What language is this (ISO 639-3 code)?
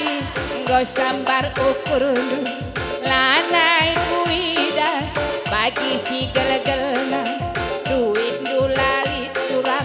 btx